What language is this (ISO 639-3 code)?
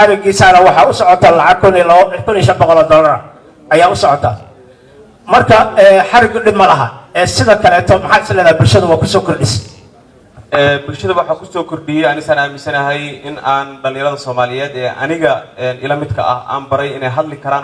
som